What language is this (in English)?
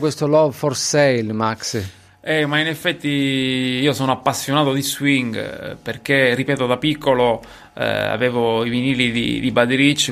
Italian